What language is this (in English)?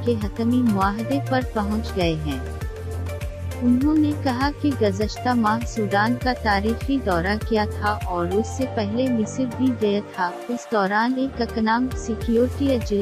Urdu